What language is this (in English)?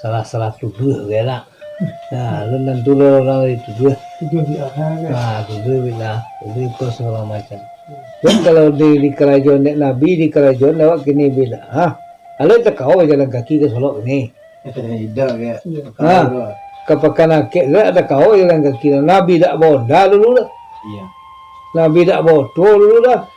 Minangkabau